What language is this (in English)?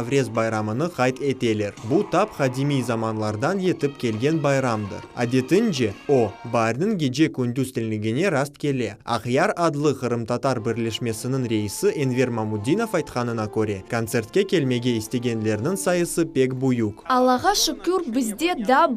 Crimean Tatar